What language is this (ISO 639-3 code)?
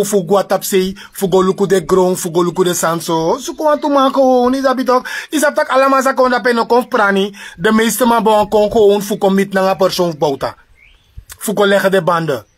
srn